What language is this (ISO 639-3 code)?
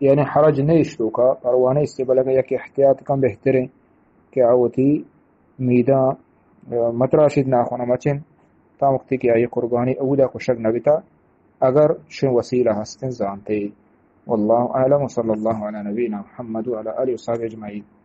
bgp